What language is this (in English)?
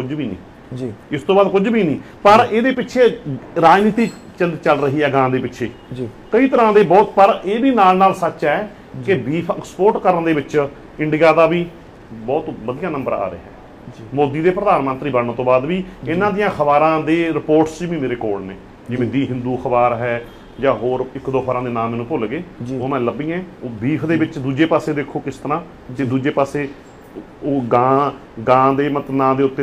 Punjabi